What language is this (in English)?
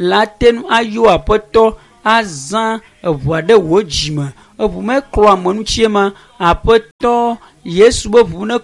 Ewe